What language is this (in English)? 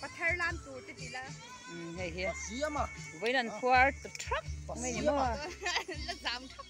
Mizo